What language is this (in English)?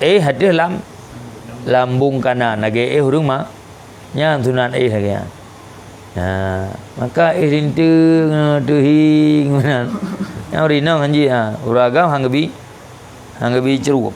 Achinese